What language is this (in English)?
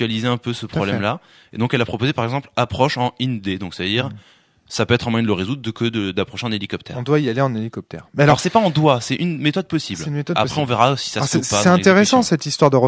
French